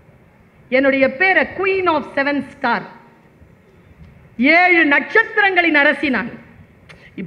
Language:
Tamil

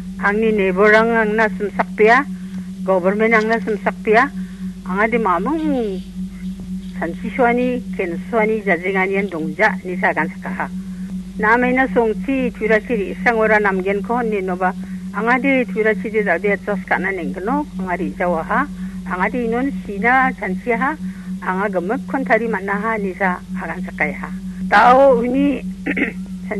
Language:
Garo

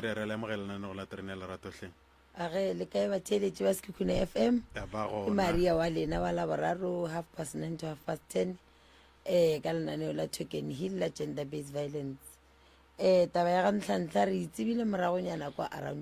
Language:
Northern Sotho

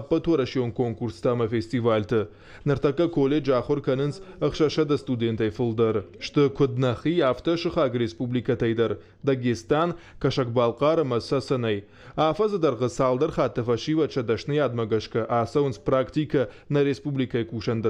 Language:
Ossetic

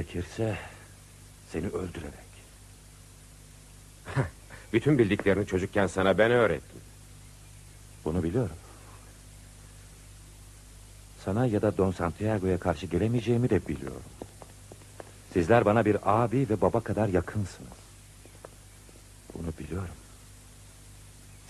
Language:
Turkish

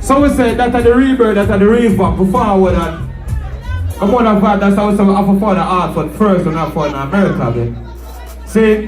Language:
Jamaican Creole English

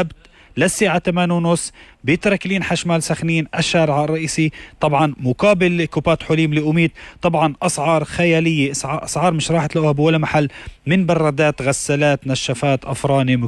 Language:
North Levantine Arabic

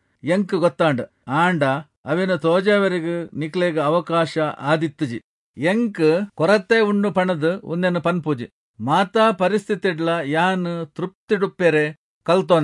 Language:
Tulu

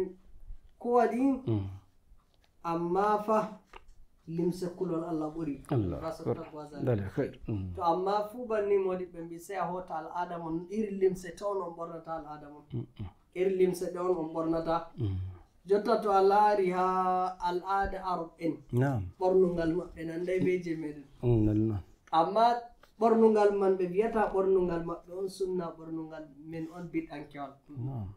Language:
Nigerian Fulfulde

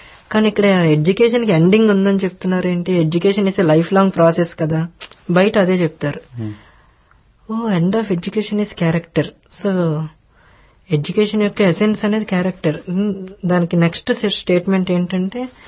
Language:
Telugu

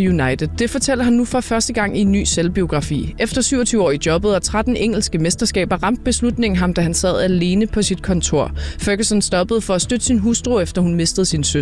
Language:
Danish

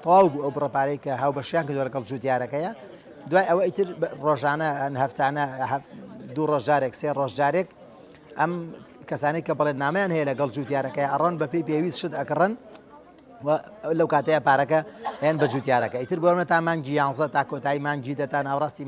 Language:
Central Kurdish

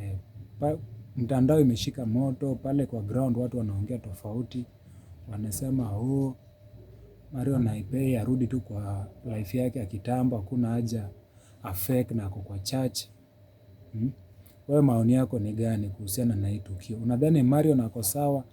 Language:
Swahili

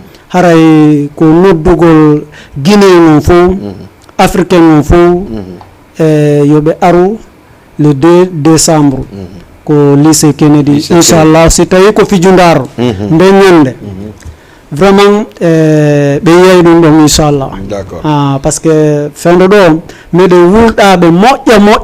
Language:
Fula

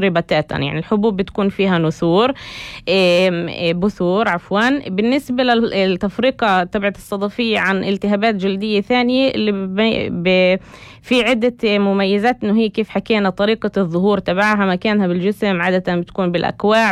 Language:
North Levantine Arabic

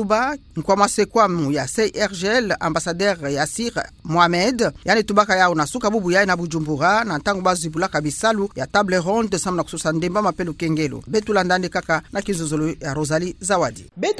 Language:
Kituba (Democratic Republic of Congo)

